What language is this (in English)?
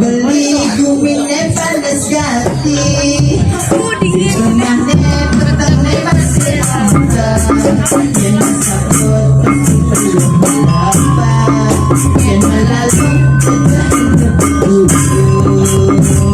Balinese